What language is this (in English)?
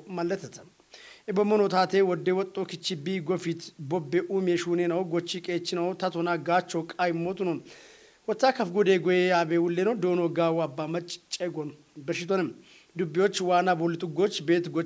Kafa